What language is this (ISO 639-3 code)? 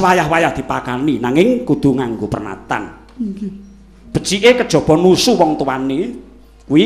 jav